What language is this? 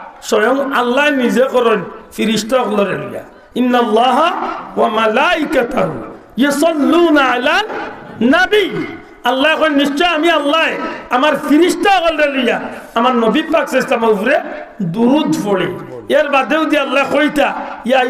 Sylheti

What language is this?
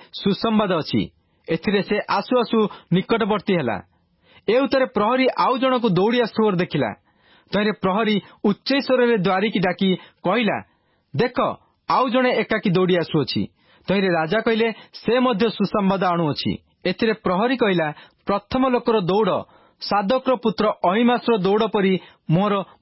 Odia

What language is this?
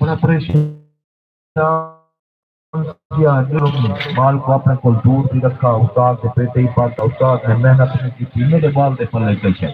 Saraiki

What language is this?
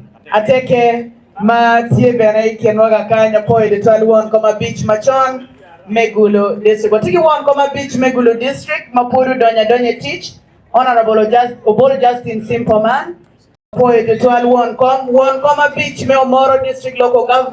Acoli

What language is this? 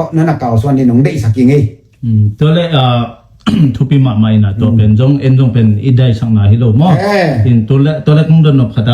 Tedim Chin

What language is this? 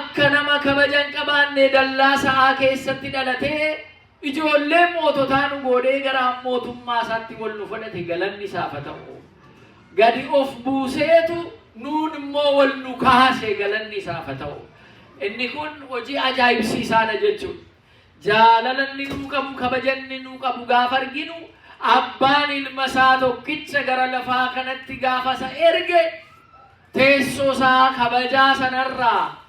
Oromo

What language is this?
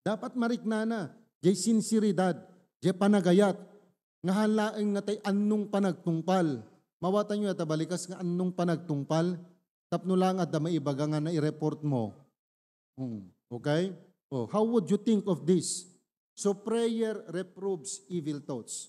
Iloko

